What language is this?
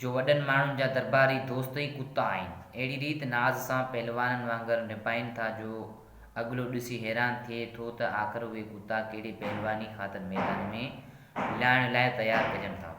Sindhi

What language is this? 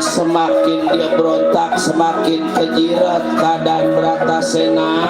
Betawi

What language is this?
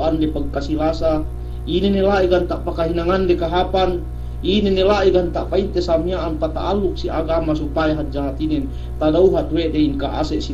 Yakan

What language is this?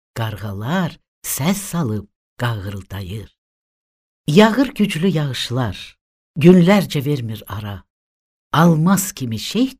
Azerbaijani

